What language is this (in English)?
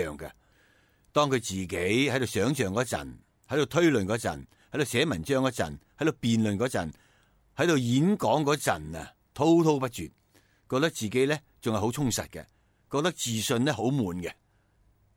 Cantonese